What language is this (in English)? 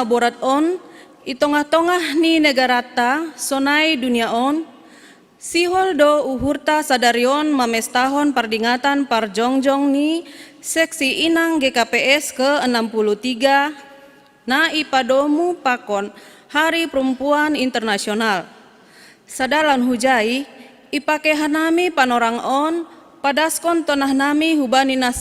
Batak Simalungun